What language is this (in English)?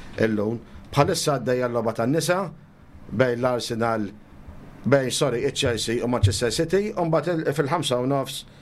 Maltese